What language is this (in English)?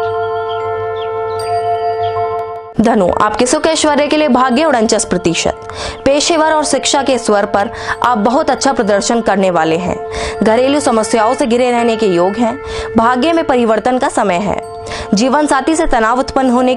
Hindi